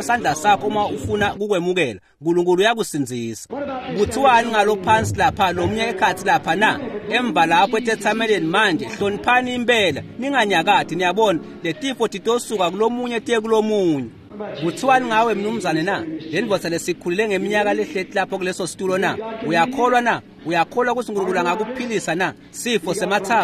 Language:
Swati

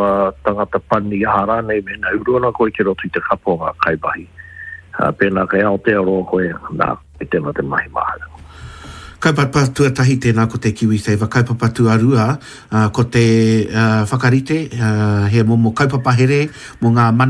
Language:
Māori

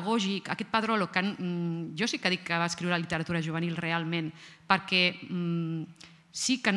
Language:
Catalan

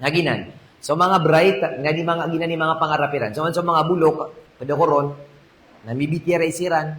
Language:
Maranao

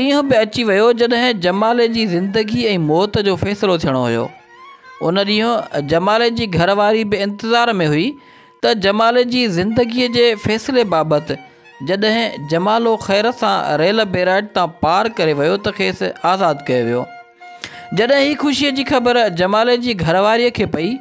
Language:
Sindhi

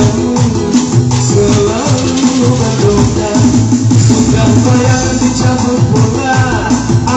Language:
Minangkabau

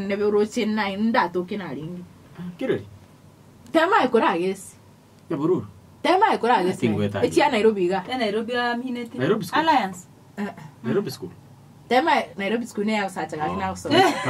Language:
Gusii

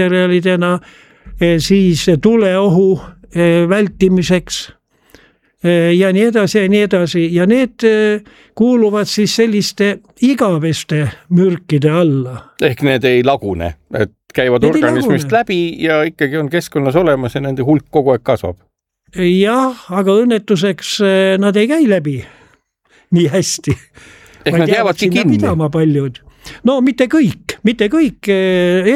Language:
Estonian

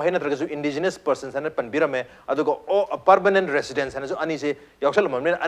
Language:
Manipuri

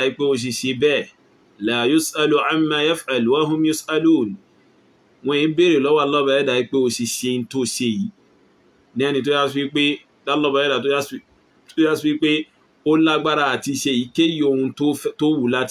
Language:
Yoruba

